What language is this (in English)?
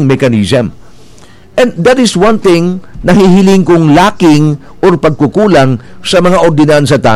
Bikol